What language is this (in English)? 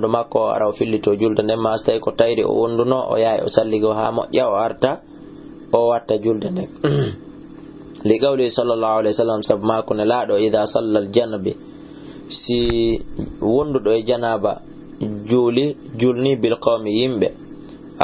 Fula